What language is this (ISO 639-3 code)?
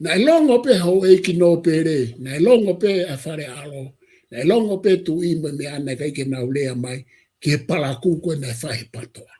ton